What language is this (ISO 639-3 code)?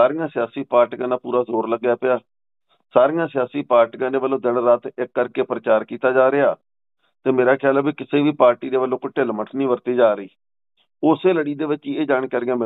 pan